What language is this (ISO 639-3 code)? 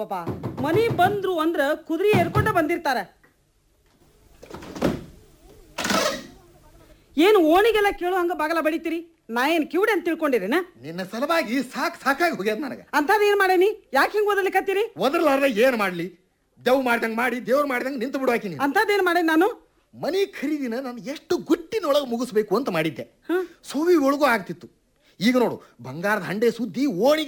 kan